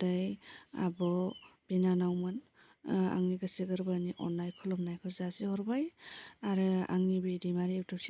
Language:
Bodo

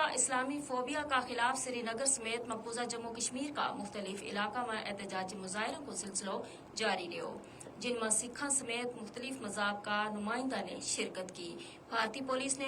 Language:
Gujari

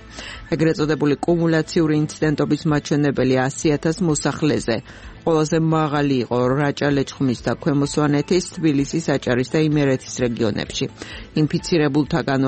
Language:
Georgian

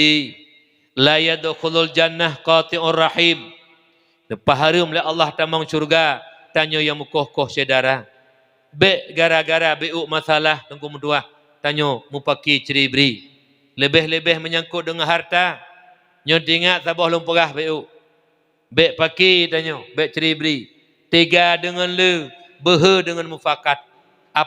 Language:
Achinese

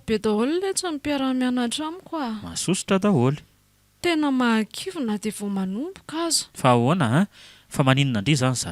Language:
Malagasy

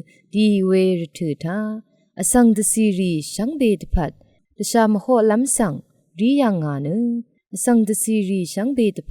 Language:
Rawang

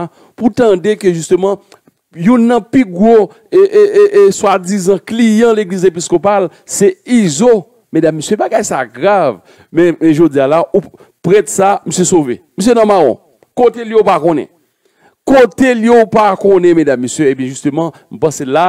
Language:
Haitian Creole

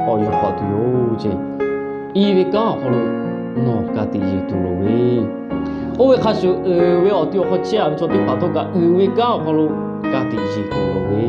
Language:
Lahu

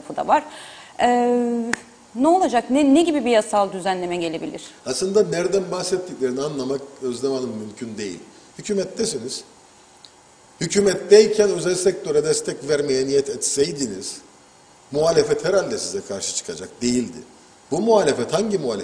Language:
Turkish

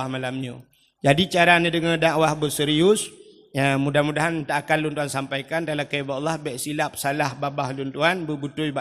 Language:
Achinese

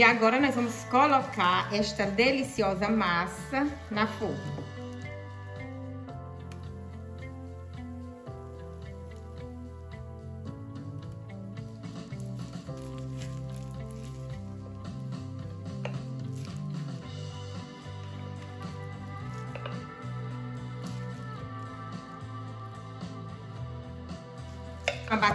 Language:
Portuguese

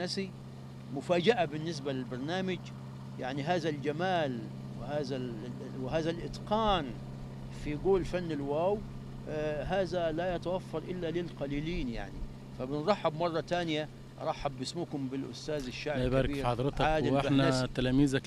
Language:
Egyptian Arabic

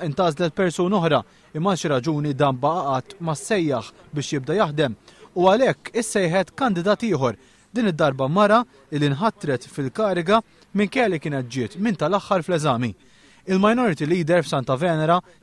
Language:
Maltese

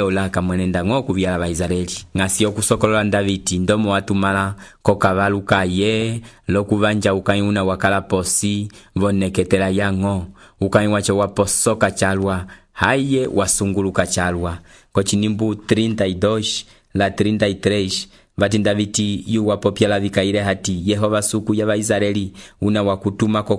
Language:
Umbundu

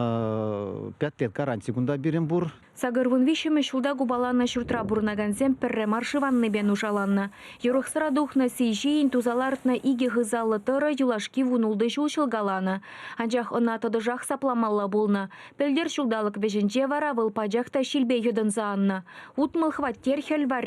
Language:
Chuvash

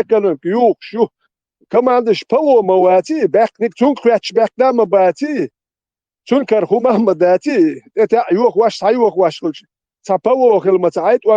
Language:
Chechen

